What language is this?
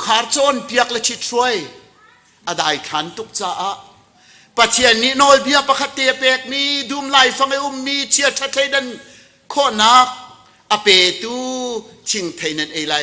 Hakha Chin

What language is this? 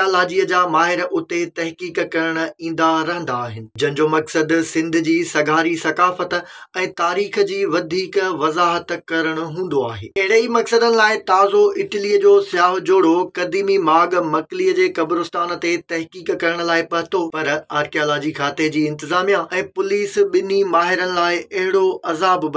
Sindhi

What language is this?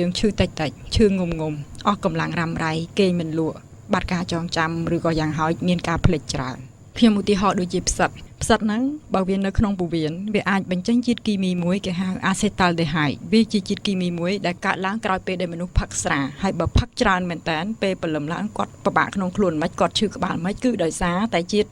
Khmer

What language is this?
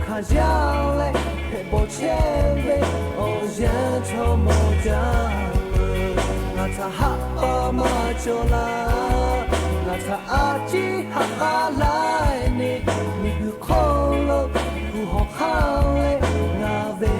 Lahu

